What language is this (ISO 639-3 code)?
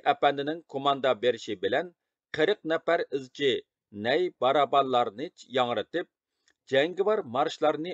uig